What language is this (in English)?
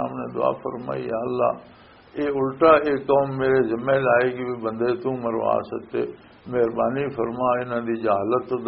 Western Panjabi